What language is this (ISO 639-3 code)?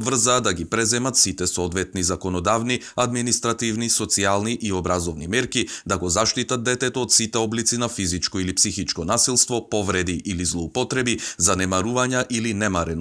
mkd